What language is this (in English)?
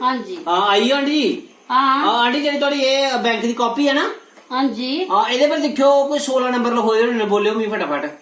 Dogri